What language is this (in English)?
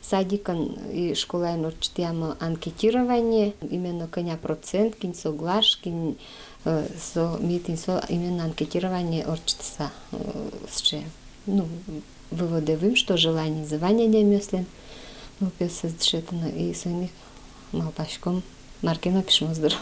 Udmurt